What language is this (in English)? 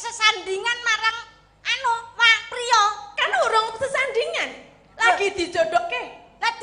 Javanese